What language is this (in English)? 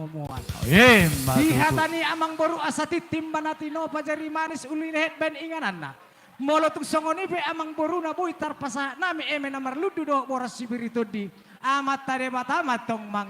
Batak Toba